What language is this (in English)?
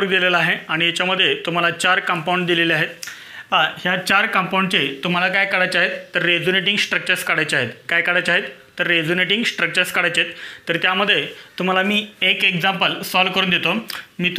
Marathi